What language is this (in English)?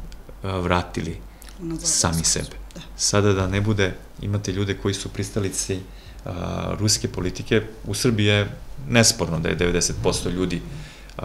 Serbian